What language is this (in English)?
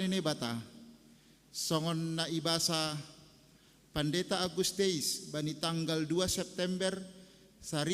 Batak Simalungun